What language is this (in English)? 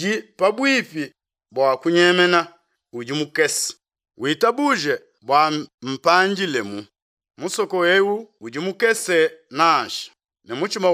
Luba-Lulua